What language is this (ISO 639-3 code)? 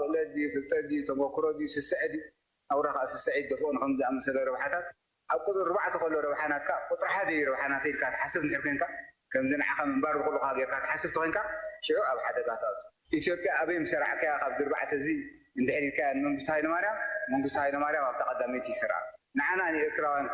tir